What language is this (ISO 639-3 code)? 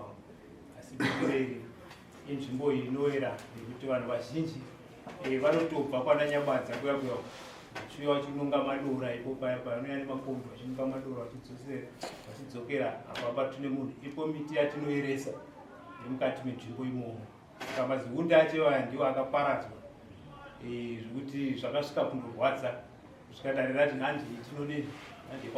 sna